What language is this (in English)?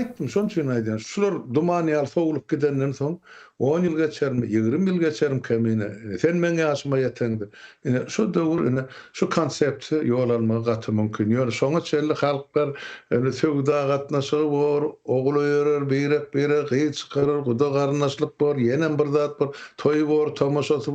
Turkmen